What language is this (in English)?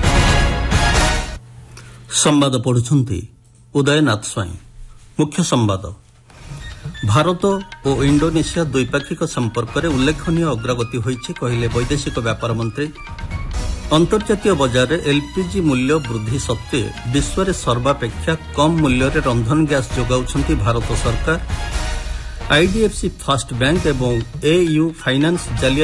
Odia